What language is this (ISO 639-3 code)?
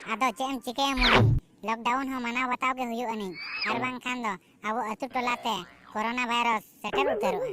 sat